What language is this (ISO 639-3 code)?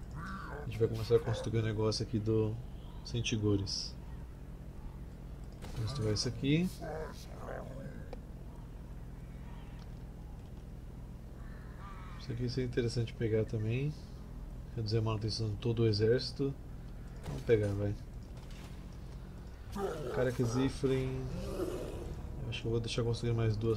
por